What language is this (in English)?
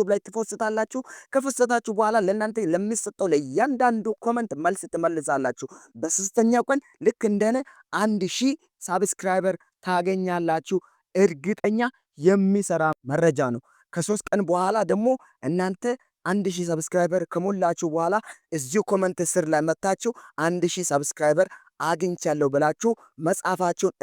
Amharic